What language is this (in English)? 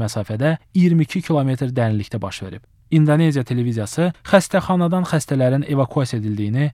Azerbaijani